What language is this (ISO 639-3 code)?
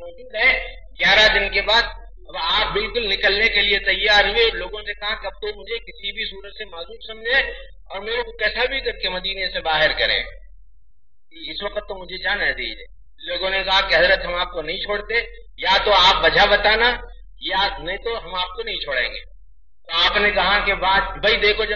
urd